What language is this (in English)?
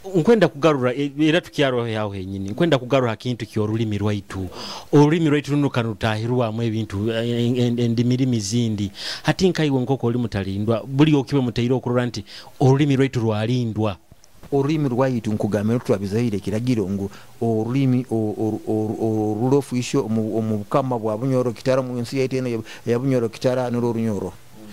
Nyoro